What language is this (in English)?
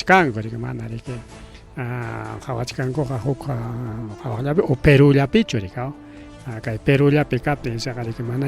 Ayacucho Quechua